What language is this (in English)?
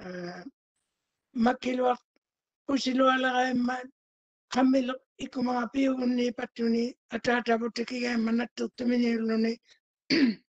Māori